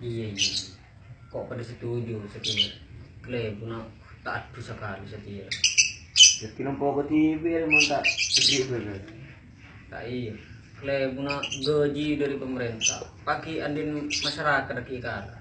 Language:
Madurese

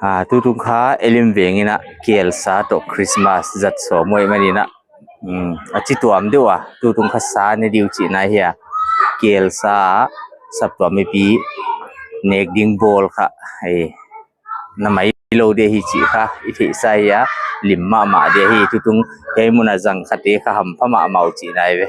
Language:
Paite Chin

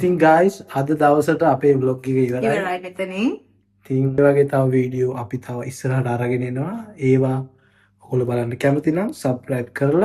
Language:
Sinhala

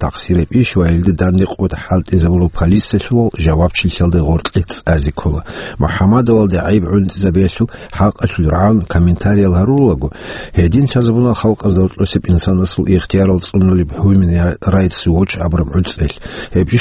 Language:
Avaric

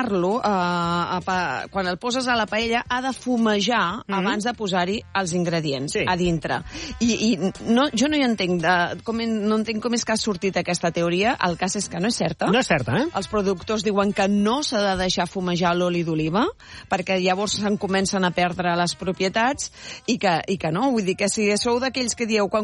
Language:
Catalan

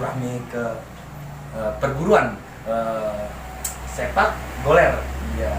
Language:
Betawi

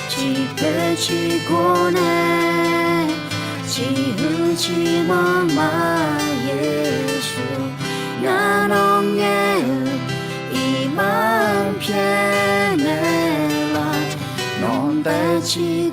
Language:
Akha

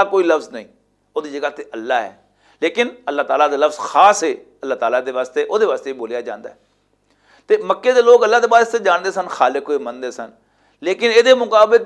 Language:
Western Panjabi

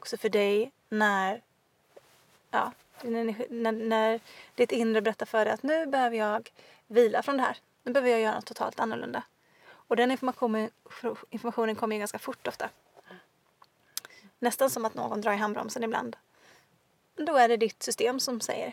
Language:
Swedish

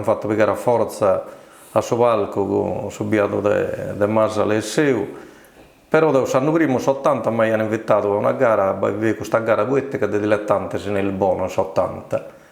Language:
Sardinian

